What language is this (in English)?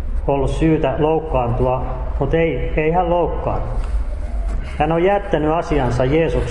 Finnish